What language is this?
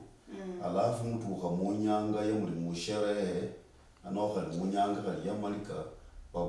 Luyia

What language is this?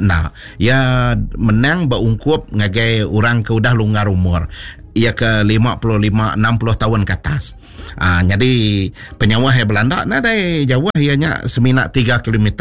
Iban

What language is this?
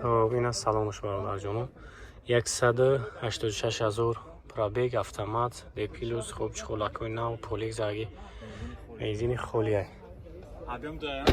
Tajik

